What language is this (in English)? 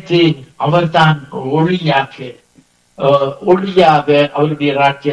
Tamil